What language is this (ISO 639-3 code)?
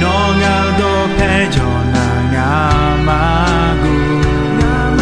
ahk